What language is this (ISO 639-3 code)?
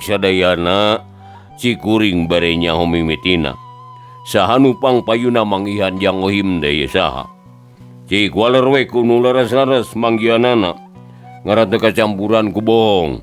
sun